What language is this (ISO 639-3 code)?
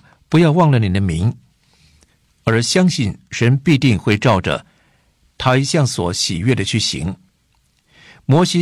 zho